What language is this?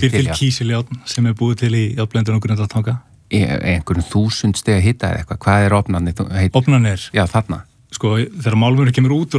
Icelandic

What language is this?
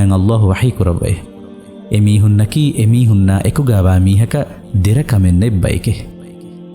Divehi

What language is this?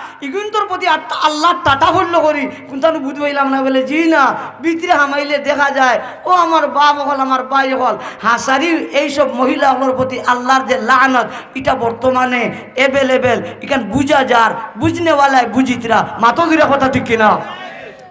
Sylheti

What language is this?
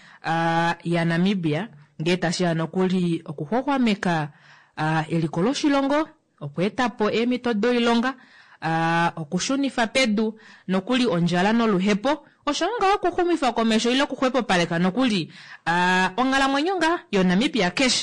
Kuanyama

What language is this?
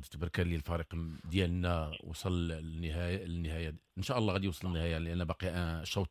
Moroccan Arabic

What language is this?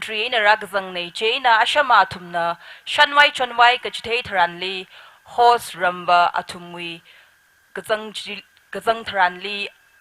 Tangkhul Naga (India)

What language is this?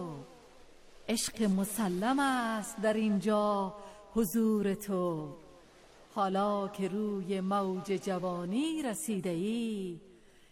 Persian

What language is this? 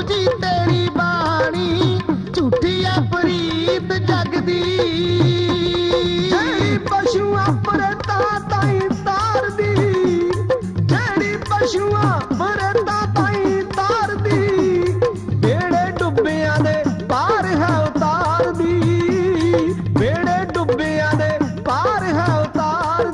Punjabi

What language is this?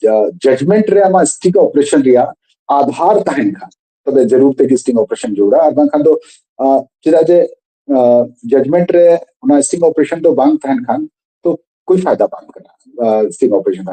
Santali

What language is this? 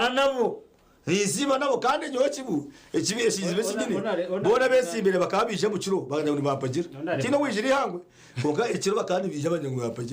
Nyankole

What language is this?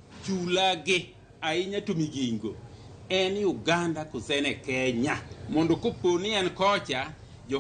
Luo (Kenya and Tanzania)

